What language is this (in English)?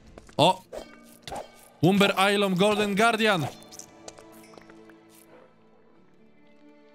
Polish